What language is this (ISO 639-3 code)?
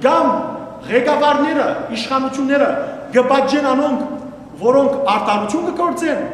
hyw